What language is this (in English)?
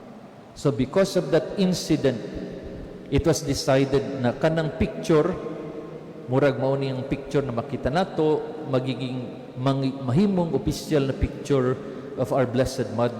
Cebuano